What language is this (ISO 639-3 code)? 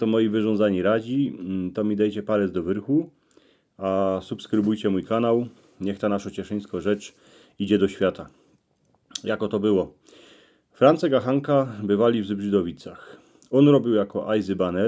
szl